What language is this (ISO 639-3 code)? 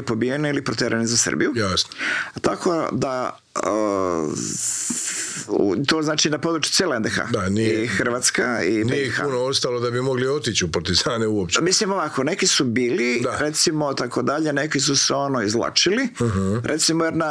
hrv